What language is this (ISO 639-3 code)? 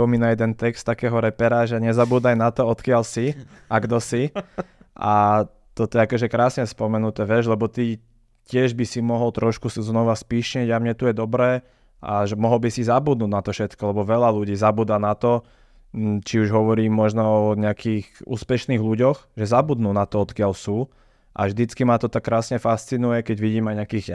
slk